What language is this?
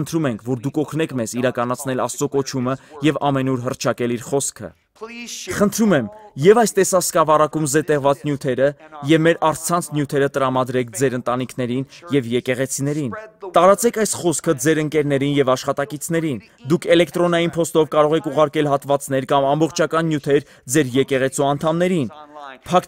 Armenian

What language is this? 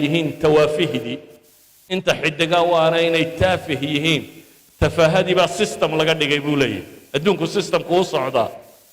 Somali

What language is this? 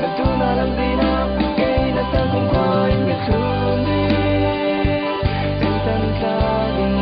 Falam Chin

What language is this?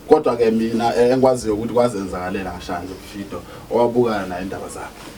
Zulu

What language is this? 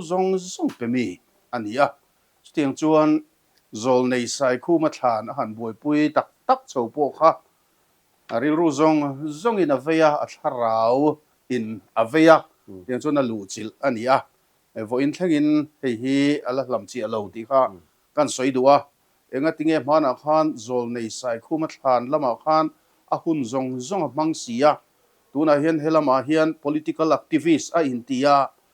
Mizo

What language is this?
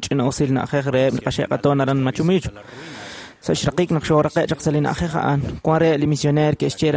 Kekchí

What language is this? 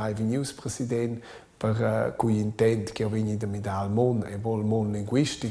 Romansh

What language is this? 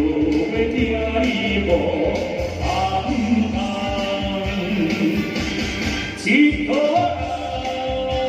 Chinese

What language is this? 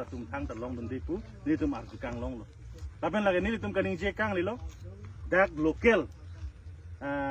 Karbi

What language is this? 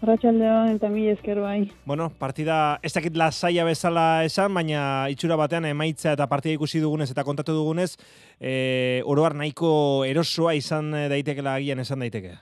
Basque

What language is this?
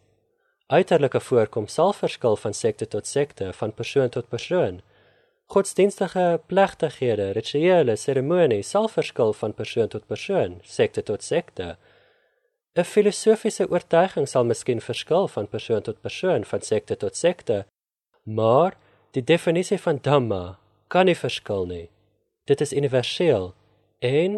Afrikaans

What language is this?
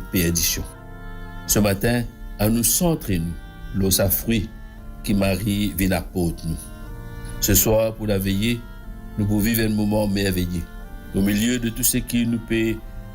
Morisyen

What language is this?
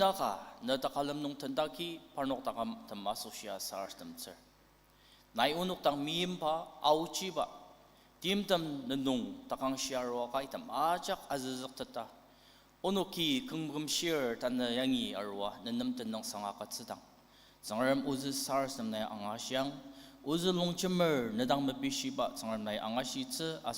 Ao Naga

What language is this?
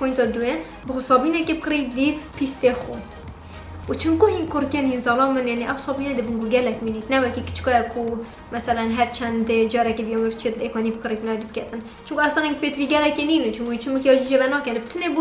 Kurdish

